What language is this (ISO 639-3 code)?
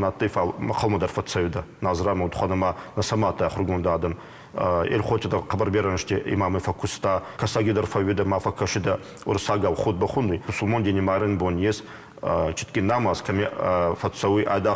oss